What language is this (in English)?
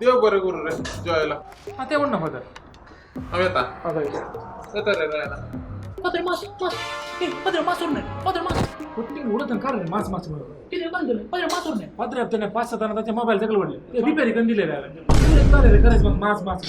Konkani